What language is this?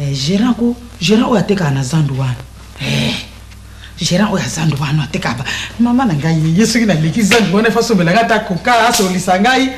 Lingala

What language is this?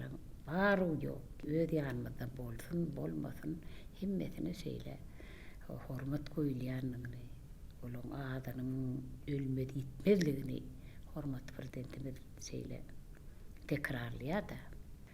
Turkmen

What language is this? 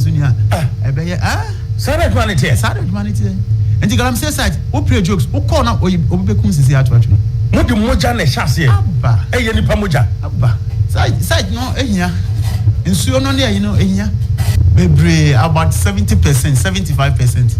Akan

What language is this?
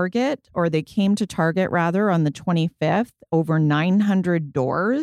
English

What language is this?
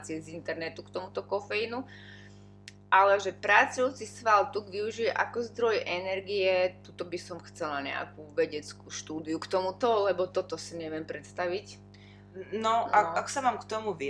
Slovak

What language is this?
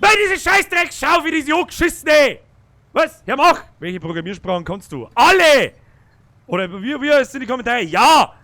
Bavarian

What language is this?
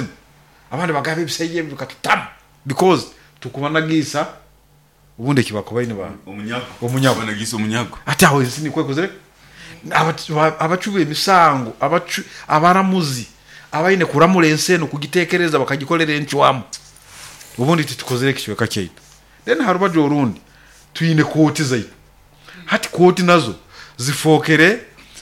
Nyoro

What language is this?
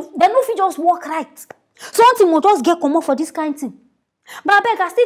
Nigerian Pidgin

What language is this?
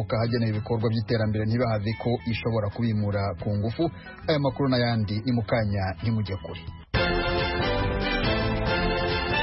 Kinyarwanda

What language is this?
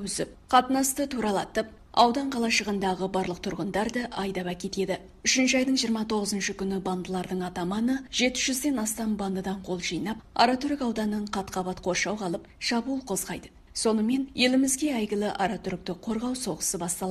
Kazakh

